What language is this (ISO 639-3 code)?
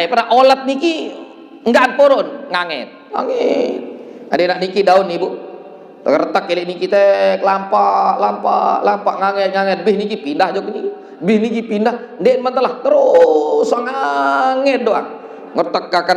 sas